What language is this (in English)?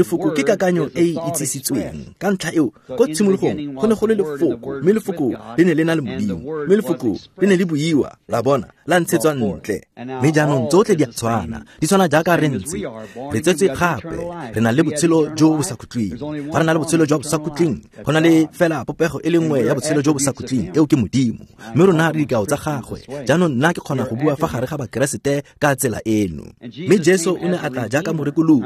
Tswana